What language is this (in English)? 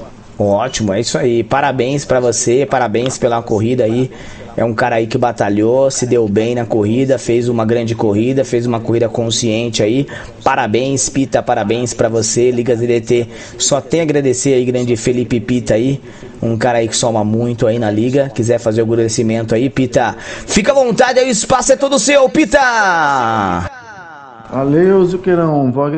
Portuguese